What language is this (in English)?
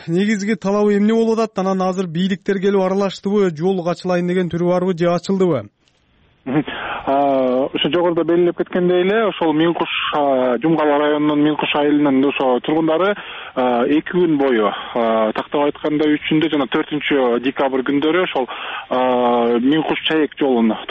Kyrgyz